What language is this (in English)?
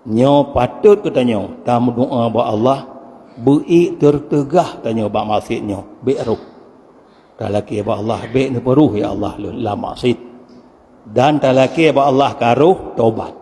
Achinese